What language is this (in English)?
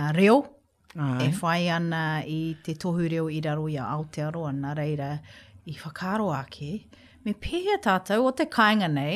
Māori